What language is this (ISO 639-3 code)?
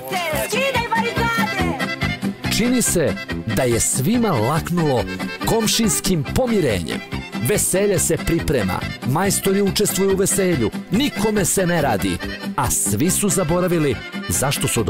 srp